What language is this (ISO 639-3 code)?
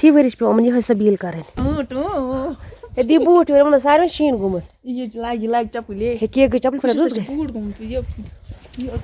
kas